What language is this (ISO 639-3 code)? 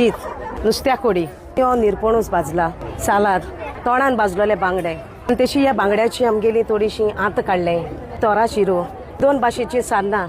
kok